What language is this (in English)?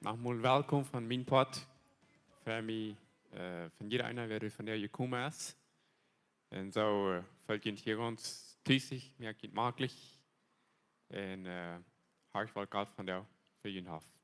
Plautdietsch